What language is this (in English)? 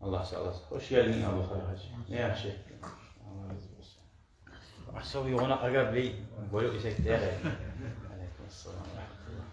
Kumyk